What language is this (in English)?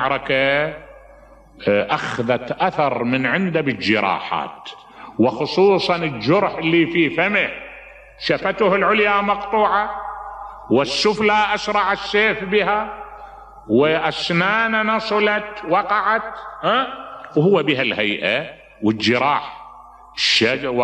Mesopotamian Arabic